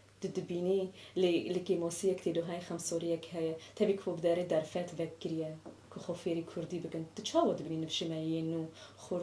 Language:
Kurdish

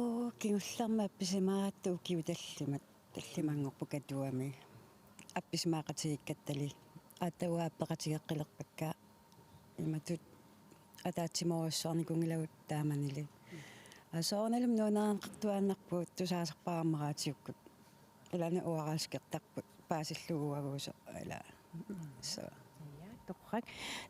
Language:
Kalaallisut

